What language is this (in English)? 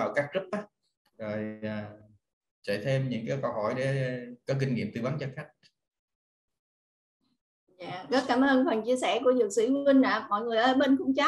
Vietnamese